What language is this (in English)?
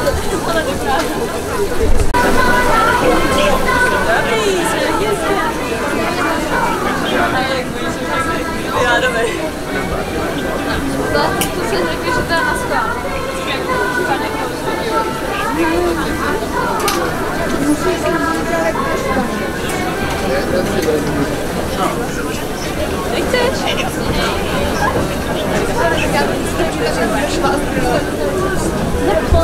Czech